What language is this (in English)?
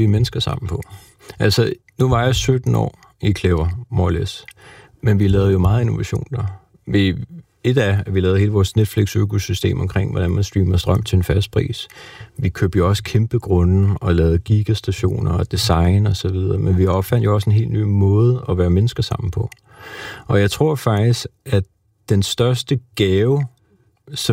Danish